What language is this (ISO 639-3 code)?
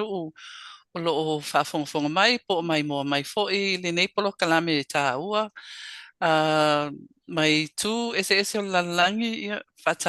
smo